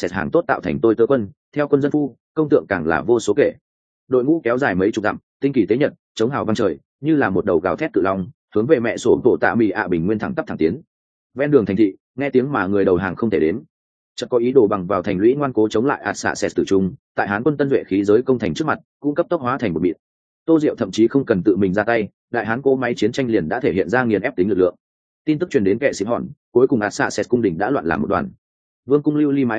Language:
Vietnamese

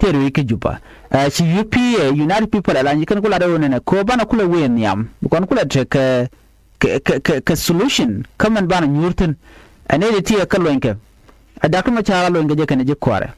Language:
Nuer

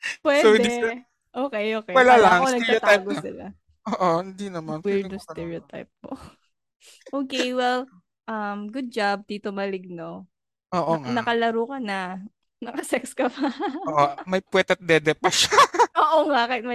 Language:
Filipino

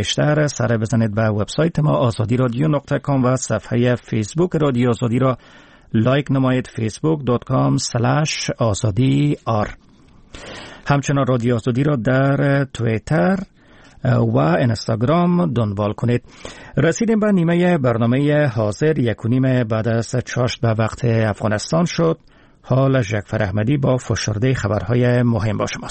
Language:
Persian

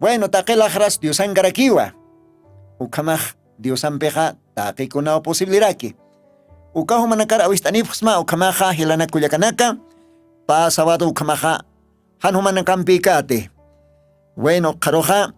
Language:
Aymara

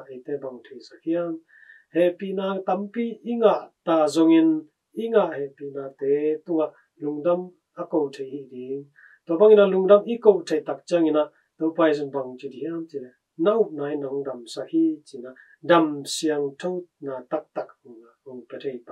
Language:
Tedim Chin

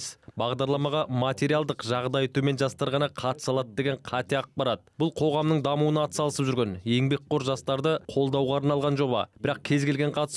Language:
Kazakh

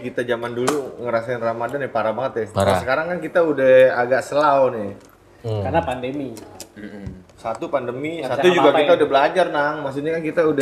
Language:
Indonesian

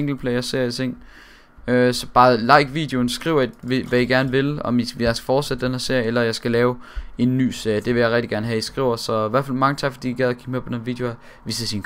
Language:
Danish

